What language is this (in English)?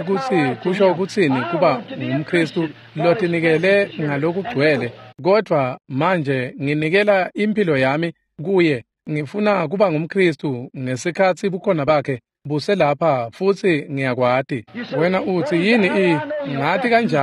Swati